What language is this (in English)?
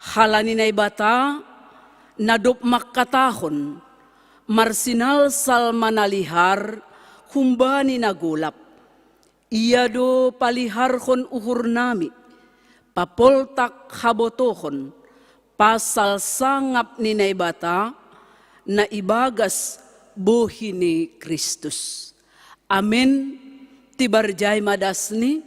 Batak Simalungun